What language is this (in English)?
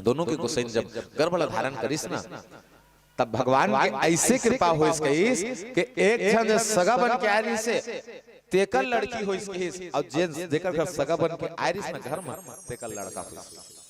Chhattisgarhi